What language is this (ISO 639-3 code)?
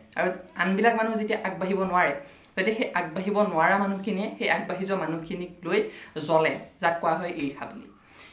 asm